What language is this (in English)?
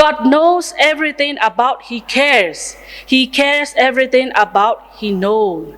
Lahu